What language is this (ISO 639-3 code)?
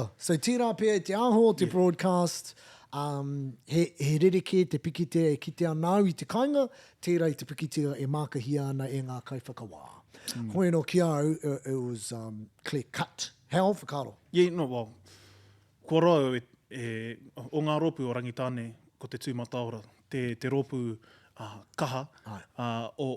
mri